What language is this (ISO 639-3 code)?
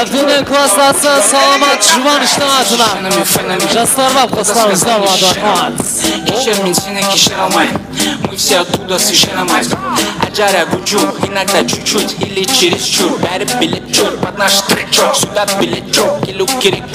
kaa